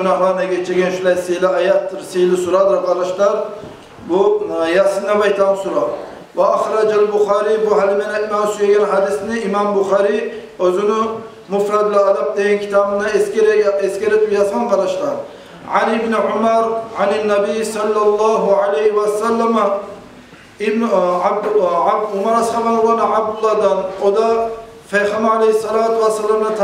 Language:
Kumyk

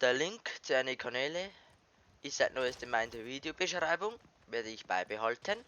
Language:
Bavarian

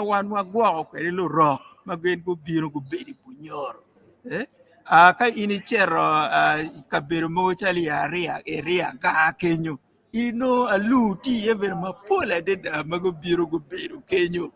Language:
Acoli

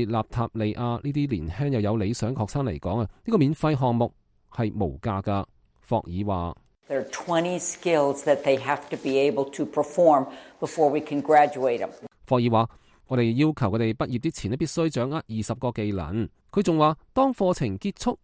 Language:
Cantonese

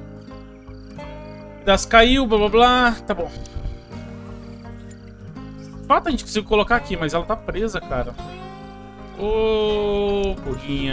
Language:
Portuguese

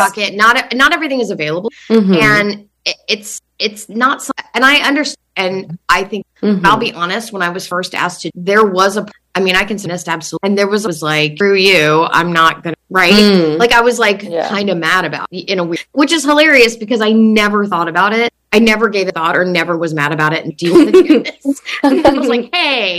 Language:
English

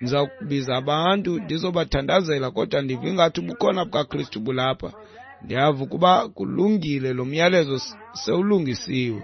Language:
Xhosa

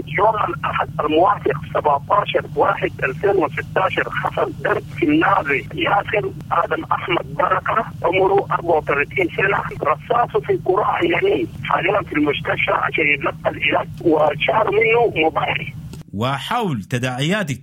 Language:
Sudanese Arabic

